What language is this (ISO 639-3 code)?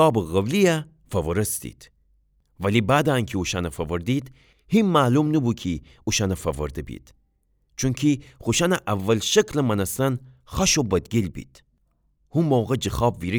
glk